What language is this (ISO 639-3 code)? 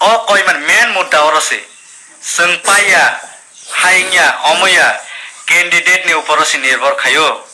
trp